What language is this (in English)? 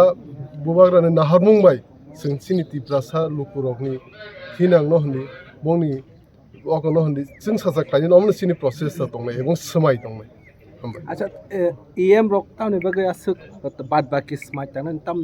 Kok Borok